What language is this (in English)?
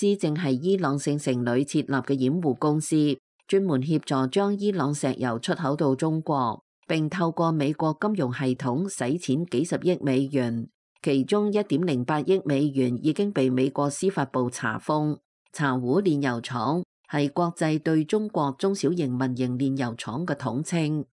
Cantonese